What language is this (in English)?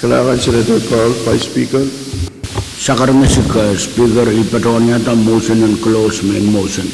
Pohnpeian